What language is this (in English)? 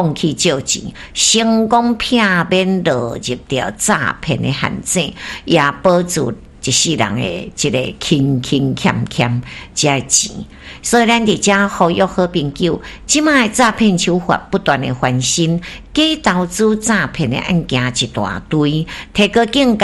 Min Nan Chinese